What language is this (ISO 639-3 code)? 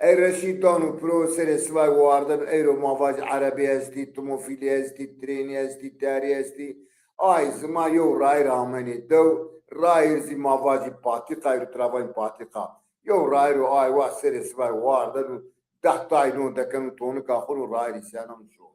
zza